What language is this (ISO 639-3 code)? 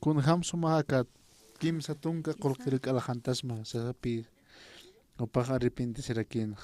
aym